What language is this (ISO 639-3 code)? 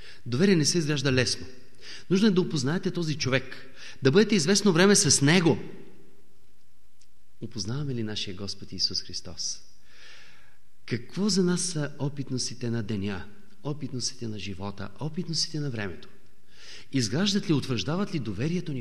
bul